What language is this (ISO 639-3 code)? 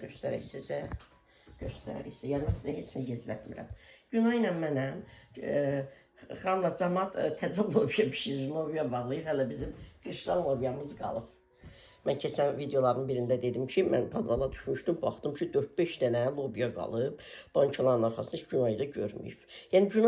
aze